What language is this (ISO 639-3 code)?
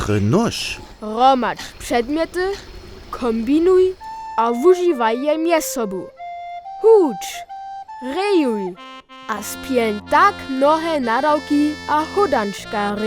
hsb